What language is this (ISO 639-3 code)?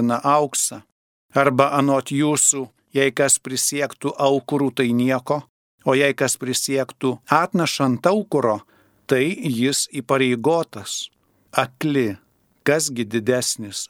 lit